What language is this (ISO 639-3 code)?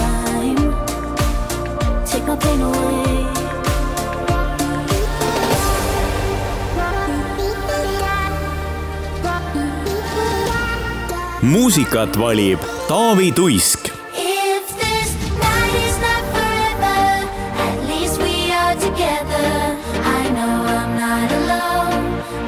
est